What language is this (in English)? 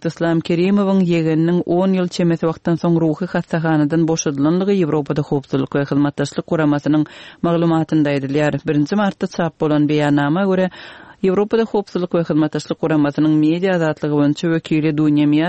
Turkmen